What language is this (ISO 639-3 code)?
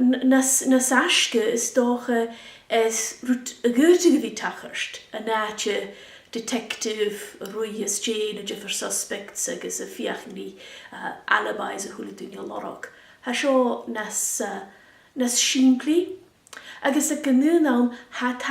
gla